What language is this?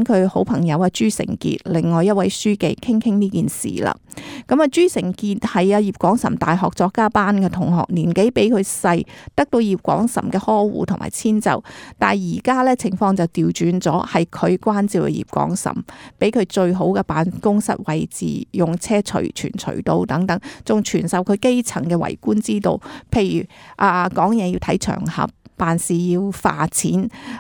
Cantonese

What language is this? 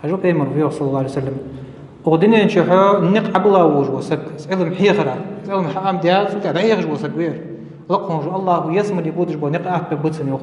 Ingush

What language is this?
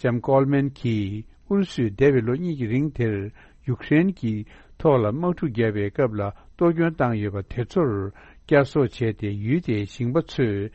Tibetan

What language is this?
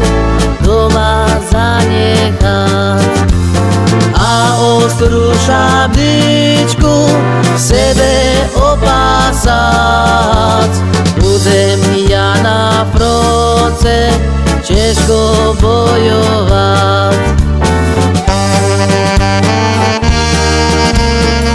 Slovak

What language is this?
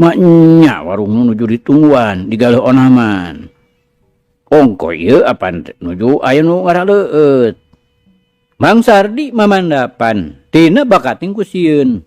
Sundanese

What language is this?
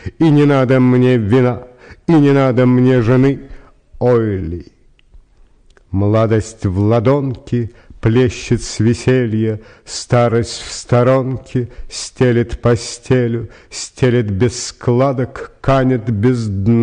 Russian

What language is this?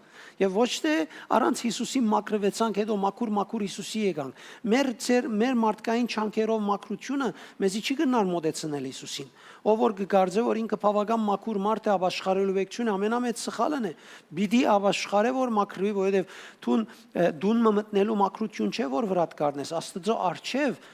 Western Armenian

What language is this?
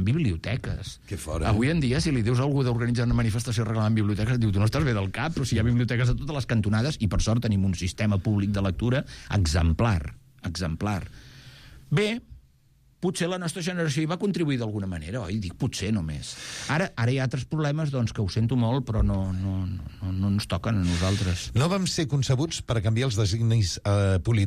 Catalan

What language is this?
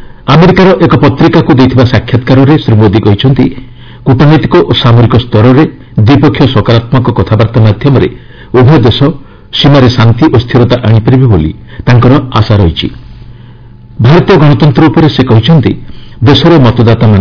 Odia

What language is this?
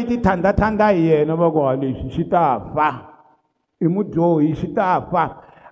Tsonga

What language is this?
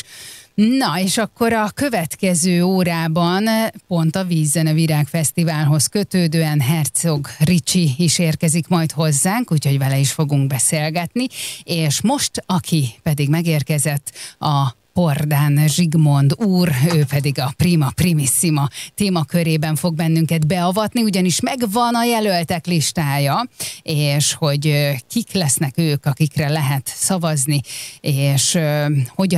Hungarian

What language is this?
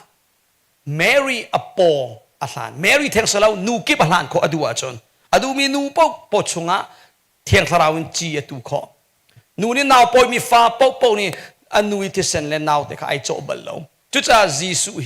Hakha Chin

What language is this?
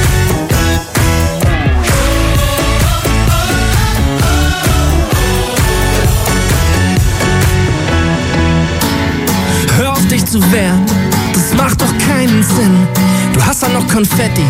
German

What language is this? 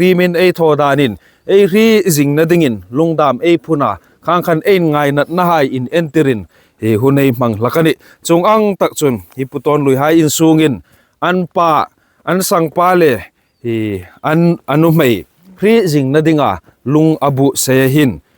Hmar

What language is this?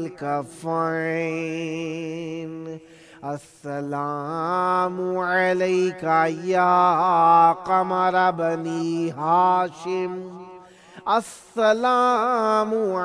Urdu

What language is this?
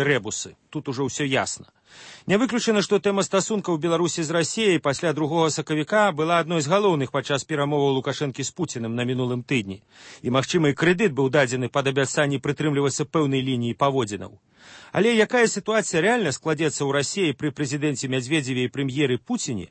Belarusian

